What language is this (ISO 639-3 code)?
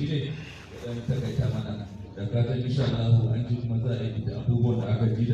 hau